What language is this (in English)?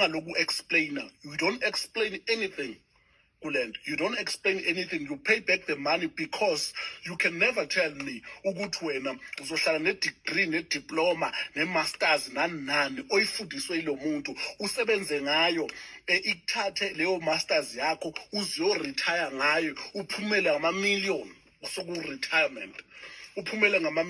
Zulu